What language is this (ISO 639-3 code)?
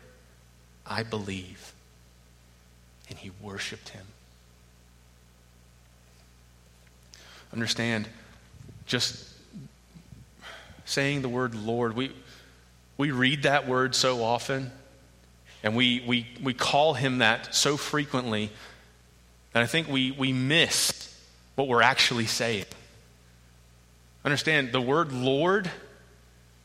eng